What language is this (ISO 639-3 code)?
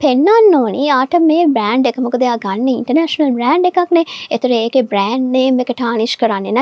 sin